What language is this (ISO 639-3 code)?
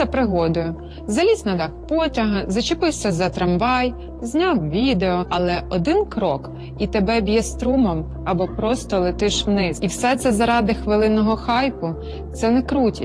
ukr